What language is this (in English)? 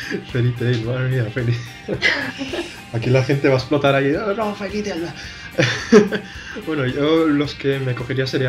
Spanish